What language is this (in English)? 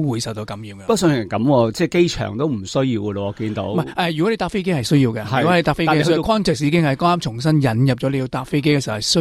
Cantonese